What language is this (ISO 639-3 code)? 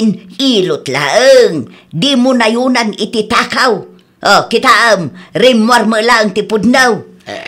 ilo